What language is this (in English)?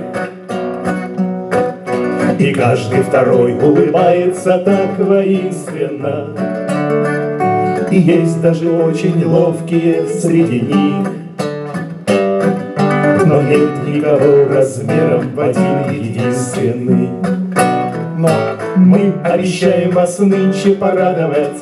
Russian